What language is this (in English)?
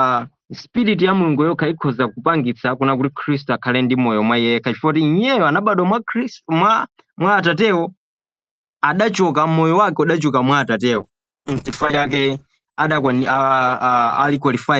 Nyanja